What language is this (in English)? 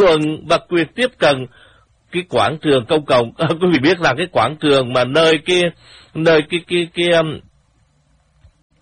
Vietnamese